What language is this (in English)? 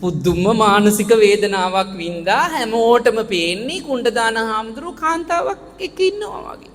Sinhala